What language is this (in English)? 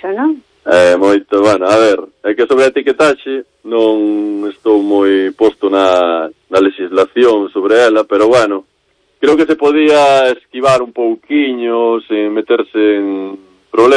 Galician